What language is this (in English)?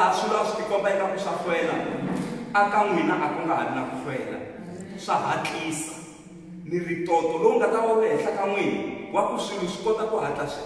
Tsonga